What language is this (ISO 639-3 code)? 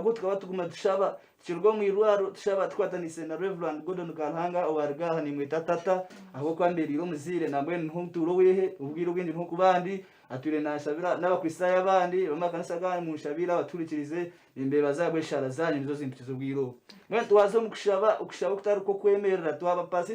nyn